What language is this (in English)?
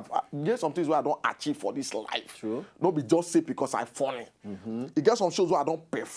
Nigerian Pidgin